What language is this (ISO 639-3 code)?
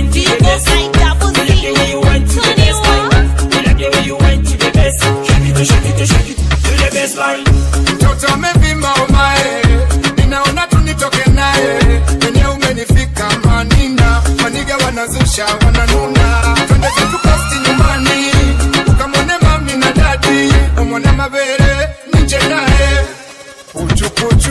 swa